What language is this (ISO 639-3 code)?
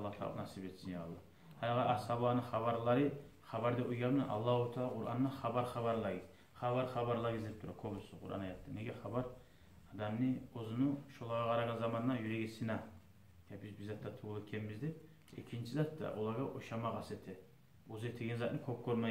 kum